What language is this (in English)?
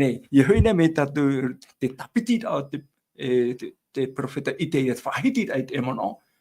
Tahitian